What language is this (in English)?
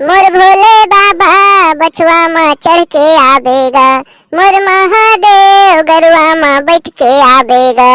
Chhattisgarhi